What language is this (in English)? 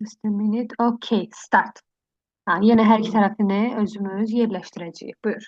Azerbaijani